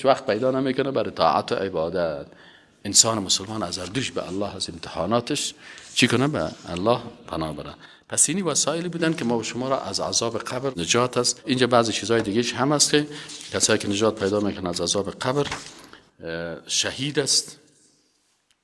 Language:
Persian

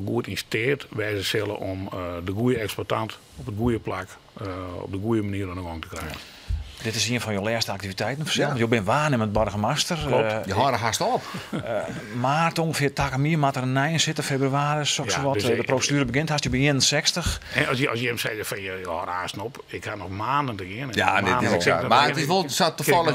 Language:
Western Frisian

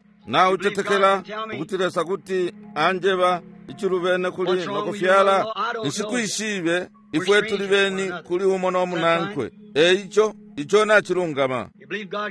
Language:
Bemba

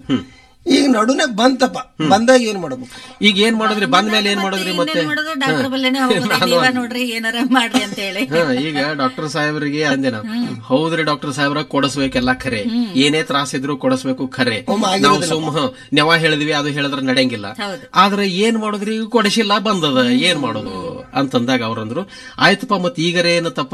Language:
Kannada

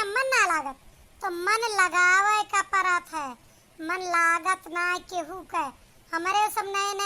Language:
Awadhi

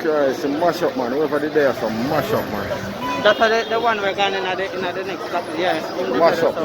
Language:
Jamaican Creole English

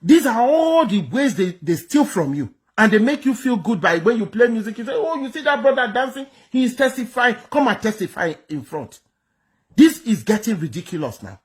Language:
Nigerian Pidgin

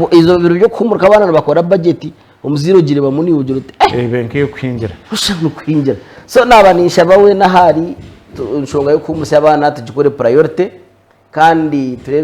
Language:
Nyankole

